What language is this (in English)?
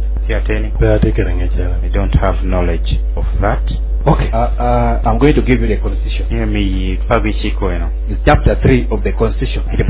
Lango (Uganda)